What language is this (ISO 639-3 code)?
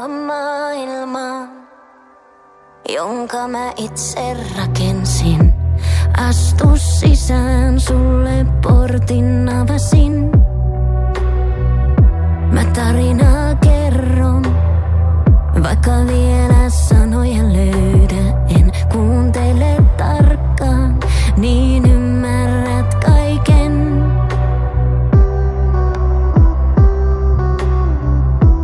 fin